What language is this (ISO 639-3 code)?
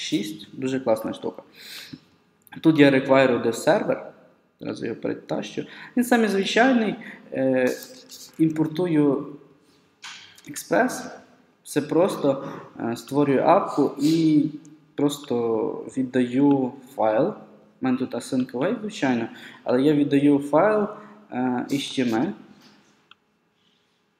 ukr